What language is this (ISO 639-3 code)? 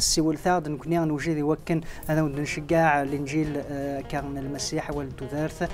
kab